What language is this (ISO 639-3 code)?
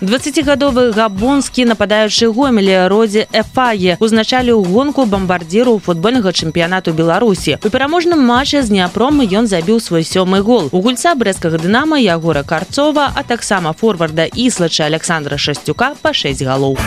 bel